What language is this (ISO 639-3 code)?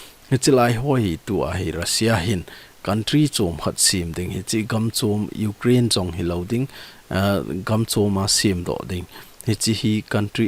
tcz